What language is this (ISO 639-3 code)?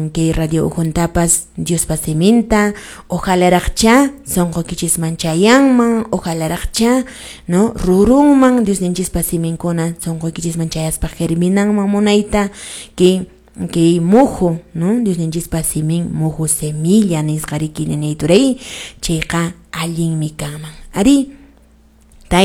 que